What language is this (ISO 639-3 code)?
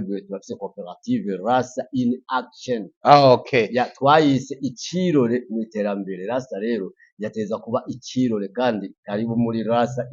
run